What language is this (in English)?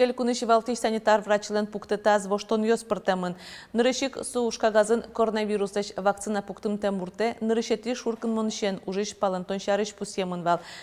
Udmurt